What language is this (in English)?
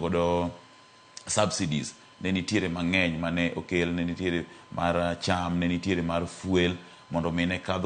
Luo (Kenya and Tanzania)